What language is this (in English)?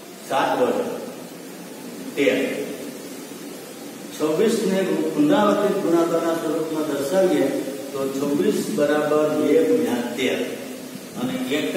Gujarati